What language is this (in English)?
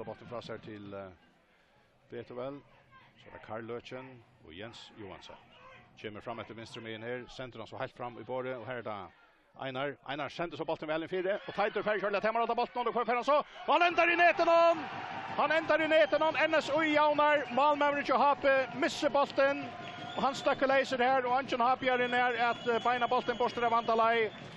Faroese